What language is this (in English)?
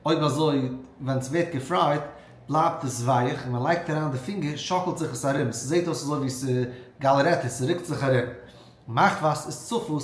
Yiddish